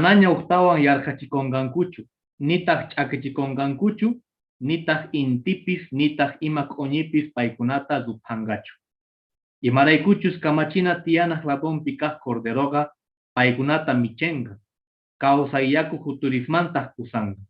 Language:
Quechua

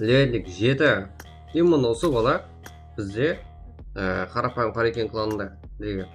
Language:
Kara-Kalpak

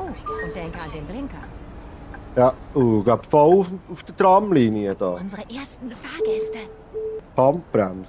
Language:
Swiss German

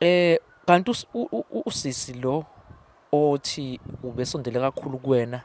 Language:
Zulu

